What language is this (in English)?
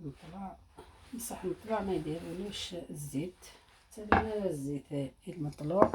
Algerian Arabic